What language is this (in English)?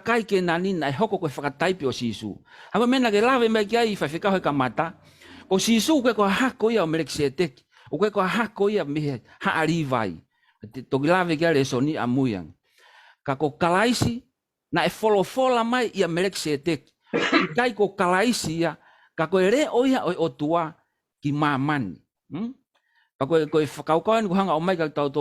Tongan